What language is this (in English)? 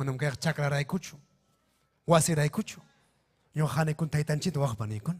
Ayacucho Quechua